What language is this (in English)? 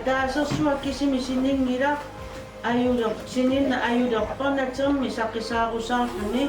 Kalaallisut